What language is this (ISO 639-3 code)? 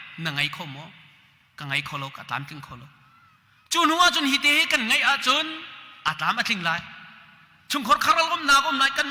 cnh